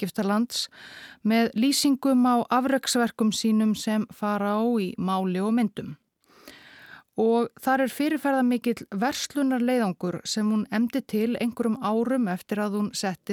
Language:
Icelandic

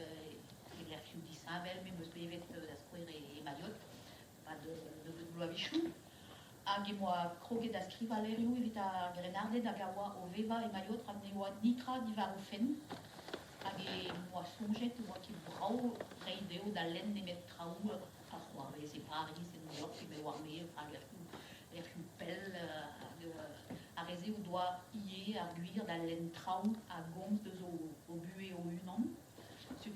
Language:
Breton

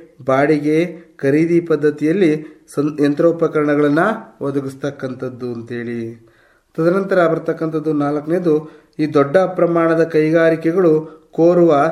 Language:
Kannada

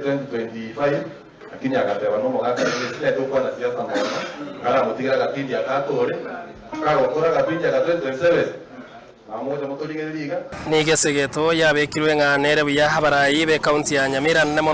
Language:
Gusii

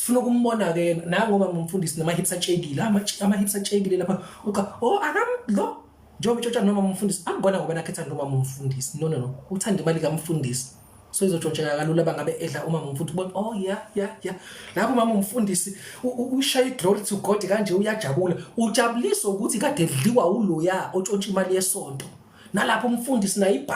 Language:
Zulu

